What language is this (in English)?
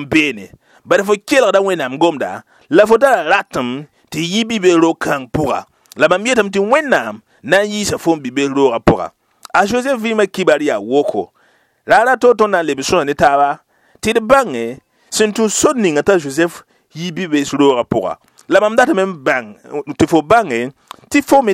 Mossi